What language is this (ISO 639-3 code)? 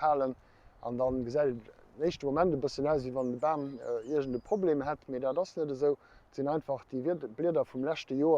ltz